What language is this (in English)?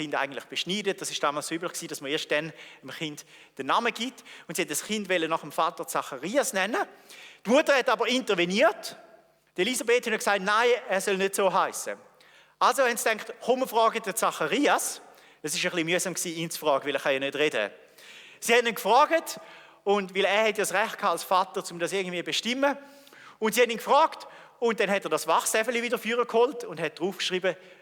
Swiss German